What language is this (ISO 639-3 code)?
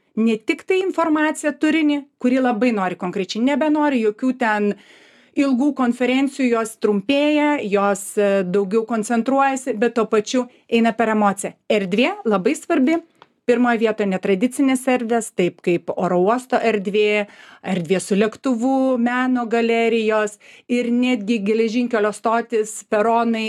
lit